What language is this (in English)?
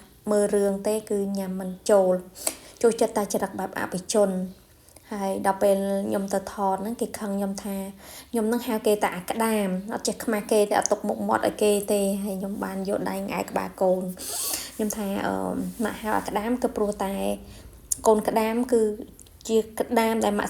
Khmer